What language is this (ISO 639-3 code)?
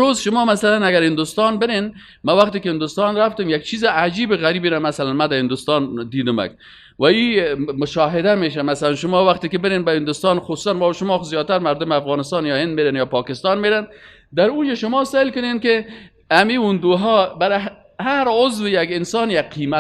fas